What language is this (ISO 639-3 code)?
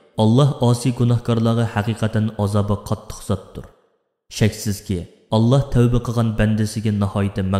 uig